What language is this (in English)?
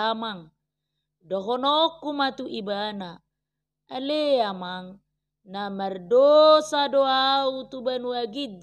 Batak Toba